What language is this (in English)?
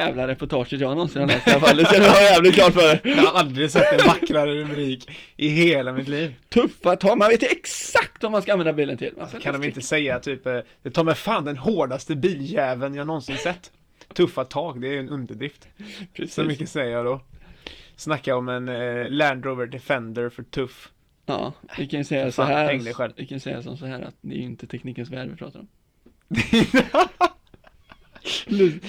Swedish